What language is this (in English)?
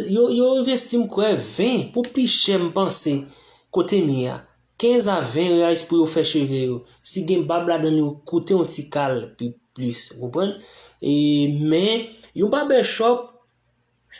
Haitian Creole